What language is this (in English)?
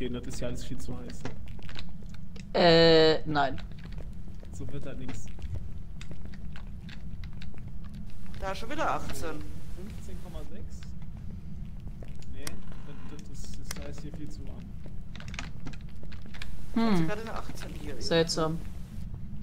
German